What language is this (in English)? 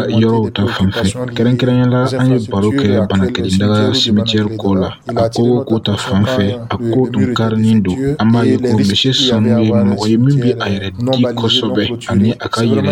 Dyula